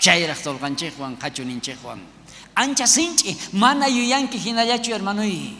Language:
South Bolivian Quechua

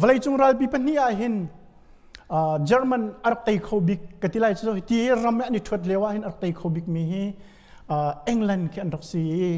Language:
Hakha Chin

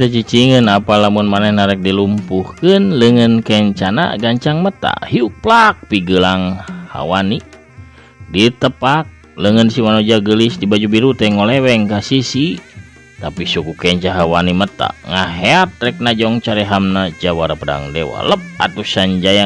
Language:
Sundanese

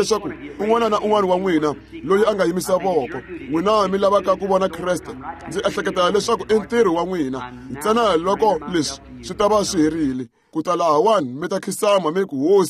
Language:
Tsonga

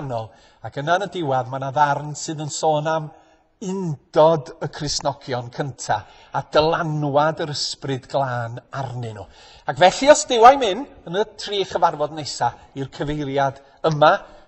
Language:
Welsh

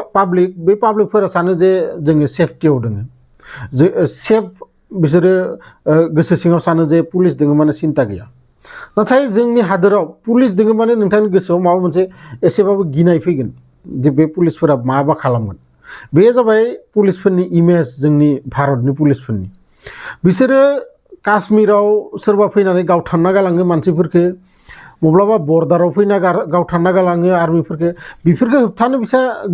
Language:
Bodo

